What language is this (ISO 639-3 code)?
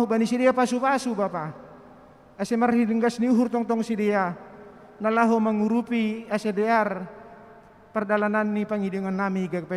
bts